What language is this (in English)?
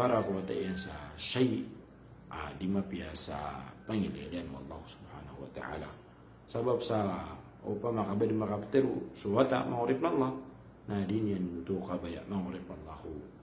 Maranao